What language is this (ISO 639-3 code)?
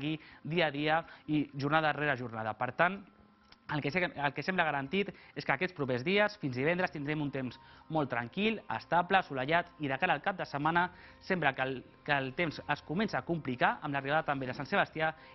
cat